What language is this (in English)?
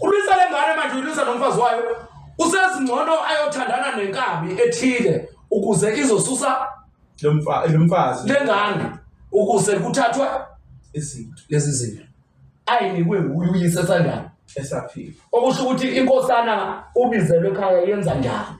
Zulu